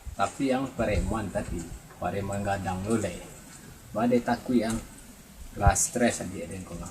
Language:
Minangkabau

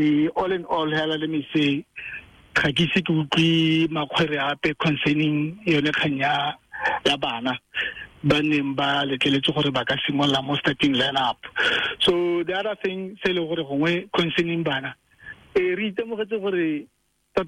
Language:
Tswana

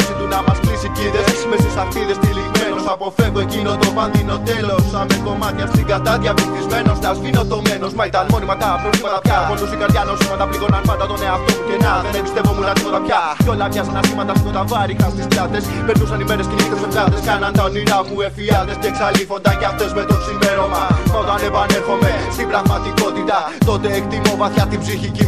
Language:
Greek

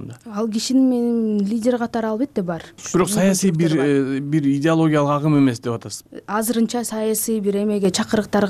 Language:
Kyrgyz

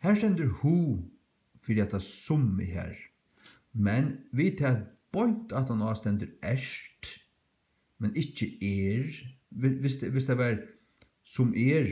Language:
Faroese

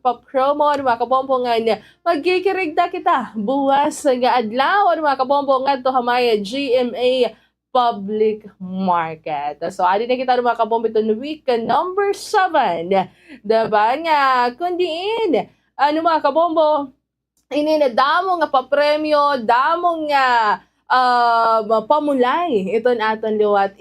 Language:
Waray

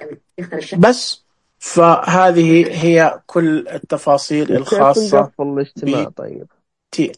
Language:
Najdi Arabic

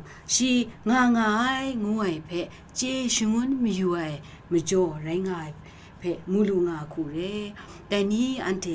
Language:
Kachin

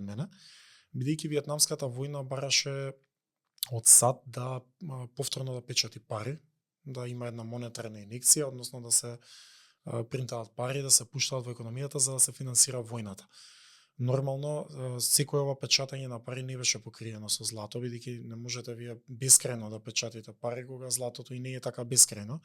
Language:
Macedonian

